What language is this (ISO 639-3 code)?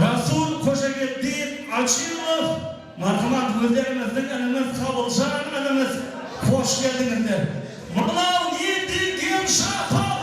kaa